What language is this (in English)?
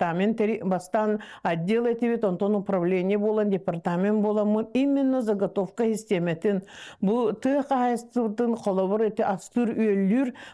Yakut